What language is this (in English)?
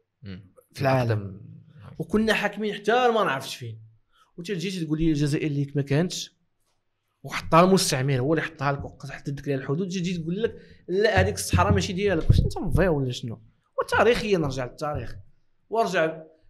Moroccan Arabic